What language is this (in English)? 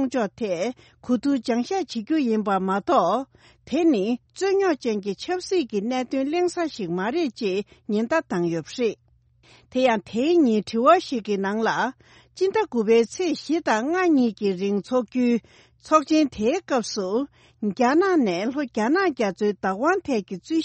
Tibetan